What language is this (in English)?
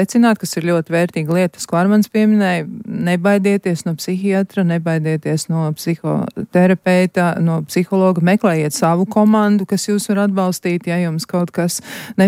Latvian